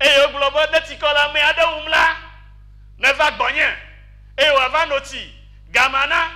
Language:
Ewe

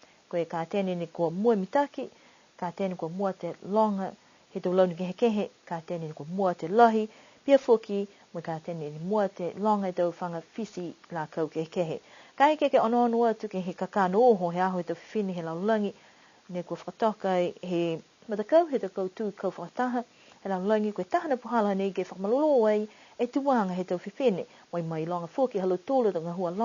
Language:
Niuean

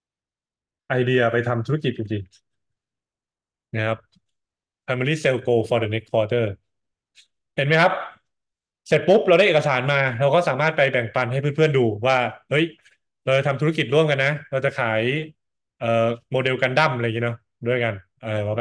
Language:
Thai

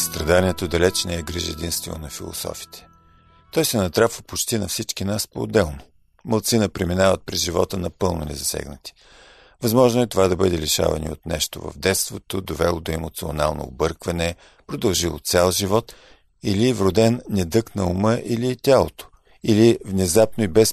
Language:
Bulgarian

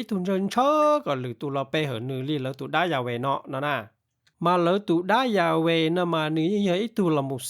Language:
Hmong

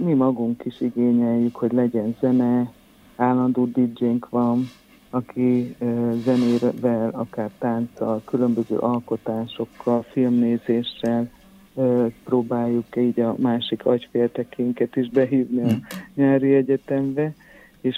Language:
Hungarian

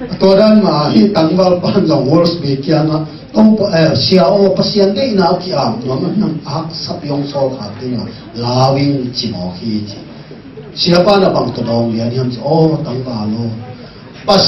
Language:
Tedim Chin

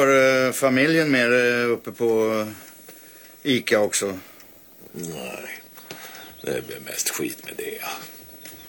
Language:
Swedish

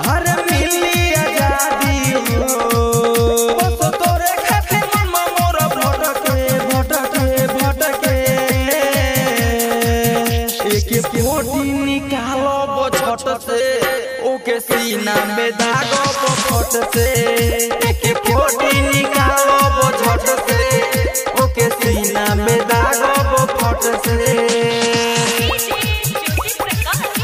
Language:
Bhojpuri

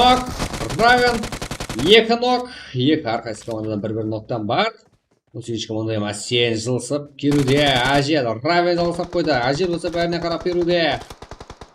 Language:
Kara-Kalpak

